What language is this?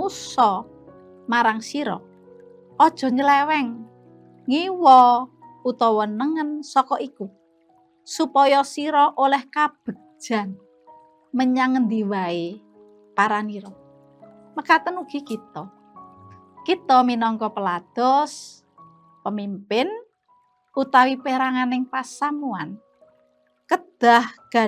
Javanese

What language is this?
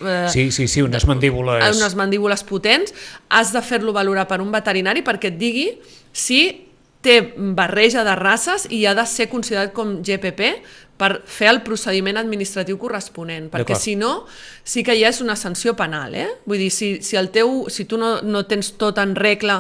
Catalan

